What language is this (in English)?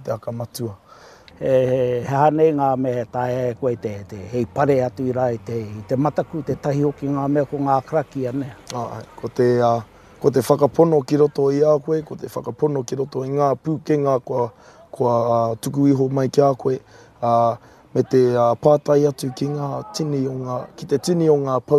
Māori